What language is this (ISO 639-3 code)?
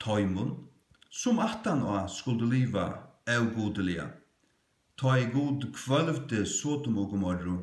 fao